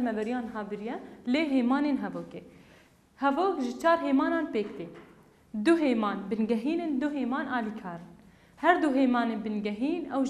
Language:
Kurdish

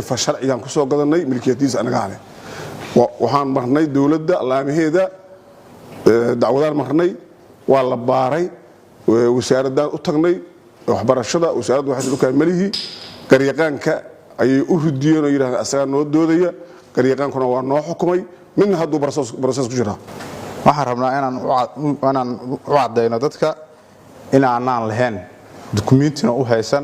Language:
Somali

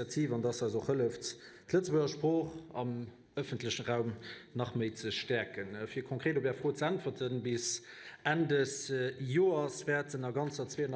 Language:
Luxembourgish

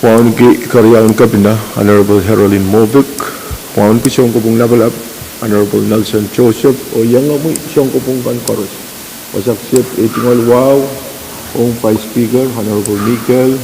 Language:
Pohnpeian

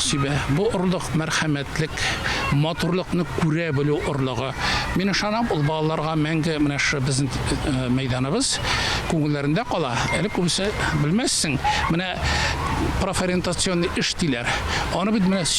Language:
Tatar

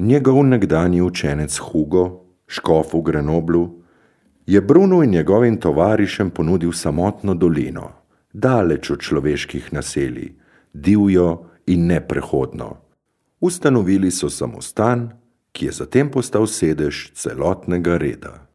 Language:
Slovenian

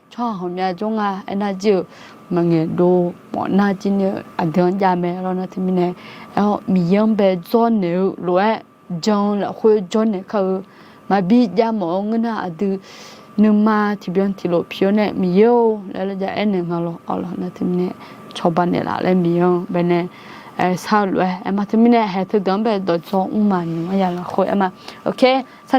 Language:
Akha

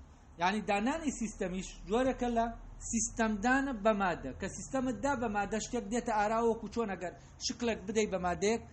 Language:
Central Kurdish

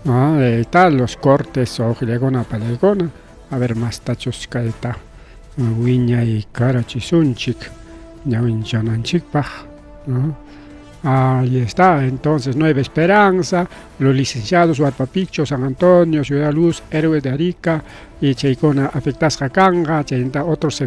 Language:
Ayacucho Quechua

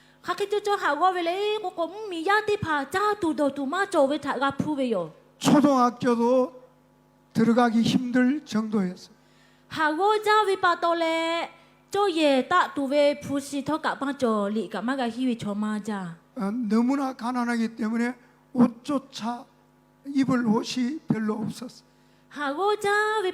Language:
Lahu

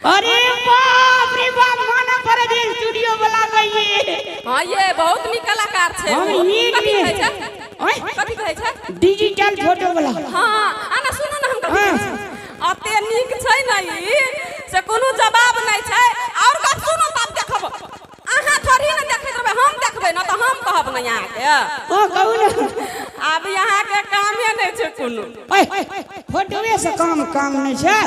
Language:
Maithili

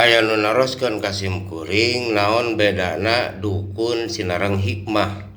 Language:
Sundanese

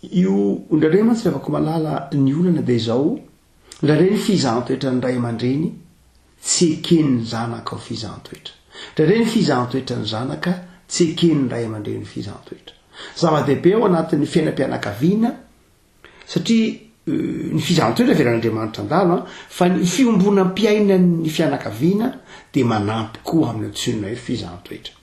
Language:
Malagasy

